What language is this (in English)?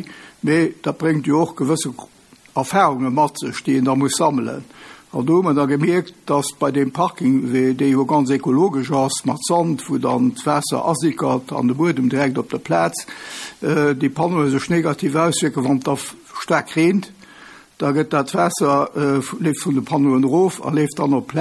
Luxembourgish